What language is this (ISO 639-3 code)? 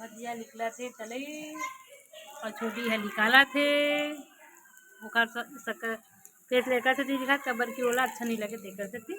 hne